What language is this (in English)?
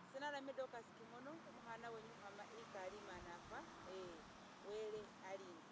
Masaaba